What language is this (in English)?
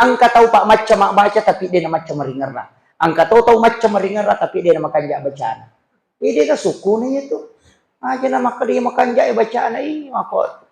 Buginese